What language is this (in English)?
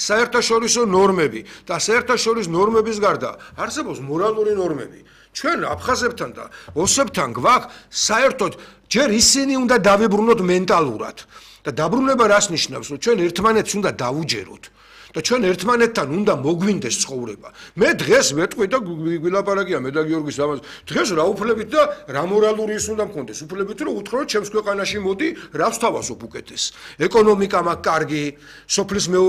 Georgian